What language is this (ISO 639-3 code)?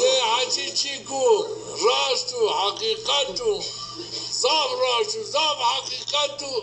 zza